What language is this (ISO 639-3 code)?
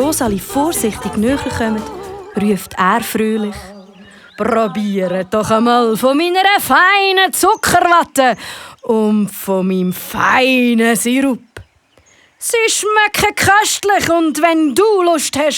gsw